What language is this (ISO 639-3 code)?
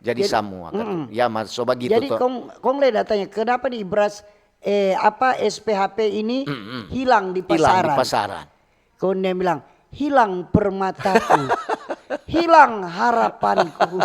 xmm